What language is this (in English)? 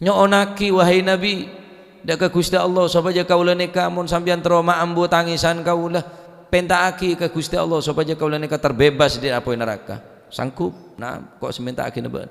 Madurese